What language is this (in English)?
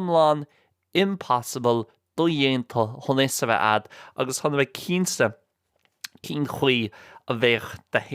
Irish